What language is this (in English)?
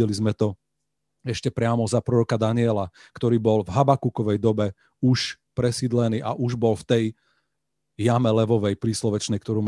Slovak